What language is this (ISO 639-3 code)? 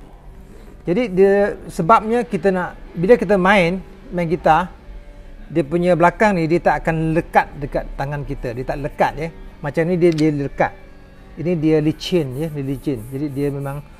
msa